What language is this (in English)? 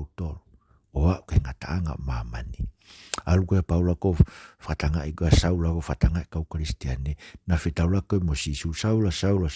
Tongan